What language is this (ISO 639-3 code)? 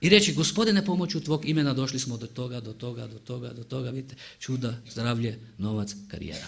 hrv